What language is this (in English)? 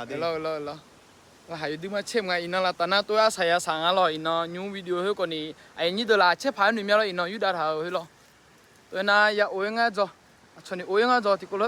Akha